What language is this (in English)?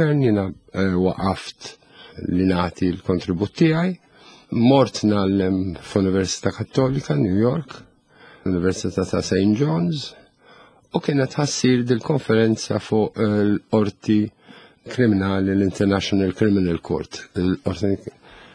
Maltese